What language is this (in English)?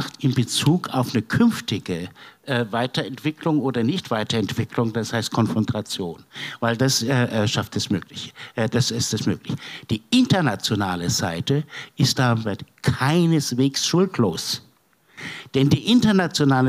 German